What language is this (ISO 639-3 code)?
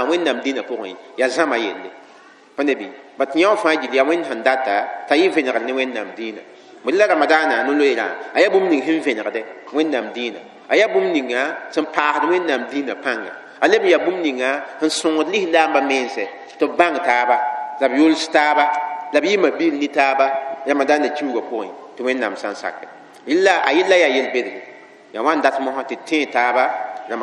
mos